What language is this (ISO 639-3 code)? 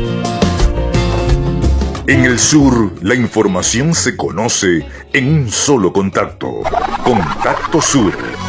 spa